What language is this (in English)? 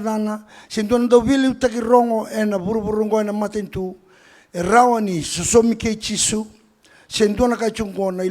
Fijian